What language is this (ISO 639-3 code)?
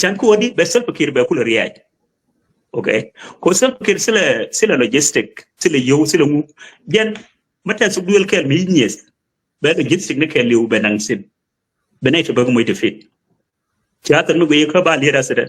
nus